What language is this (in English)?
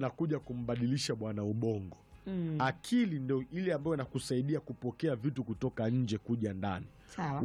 Swahili